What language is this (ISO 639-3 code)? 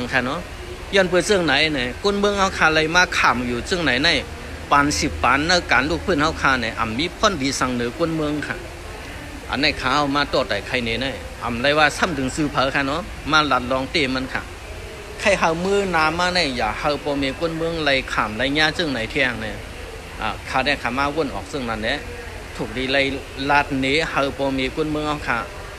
shn